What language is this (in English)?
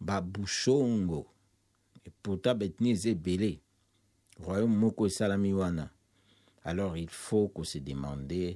Lingala